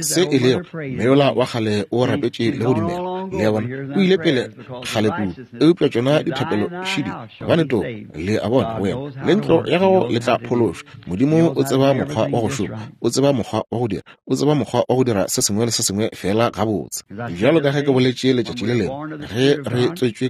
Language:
Northern Sotho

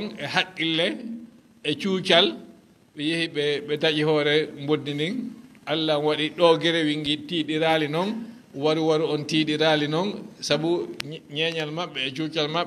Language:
Fula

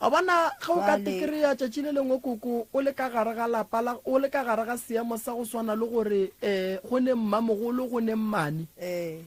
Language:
Northern Sotho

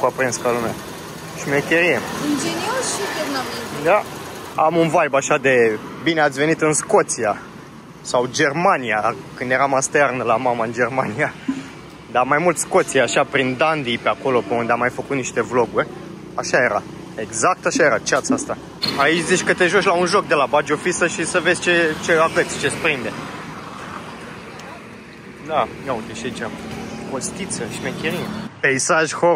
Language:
Romanian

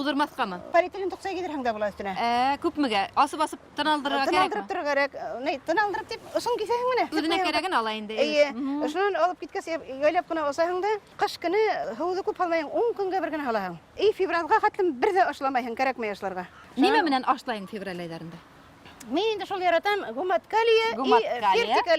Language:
Bashkir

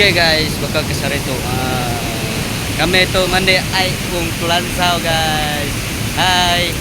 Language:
Iban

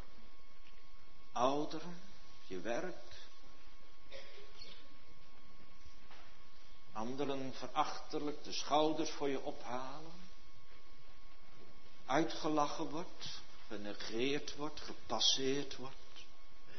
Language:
Dutch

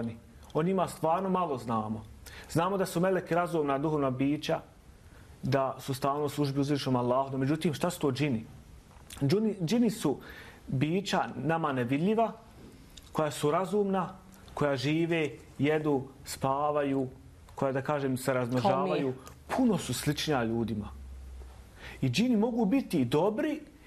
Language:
Bosnian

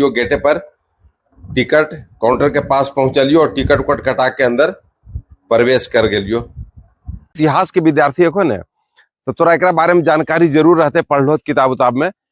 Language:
Magahi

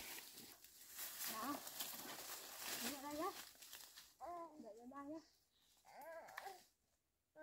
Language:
Vietnamese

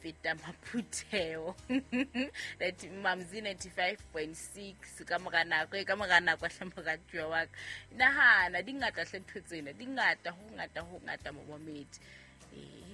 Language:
Southern Sotho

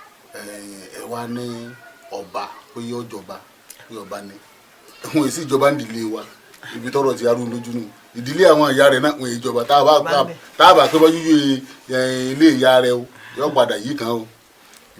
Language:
Yoruba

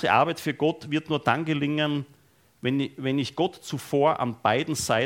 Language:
German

